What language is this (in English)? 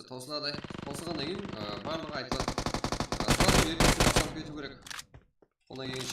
Kara-Kalpak